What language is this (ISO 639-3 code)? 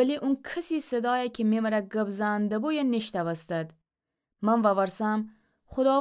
glk